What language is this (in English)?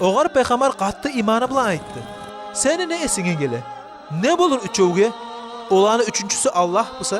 Kumyk